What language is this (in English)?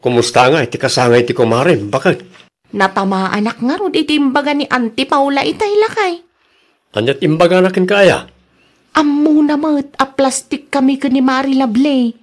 Iloko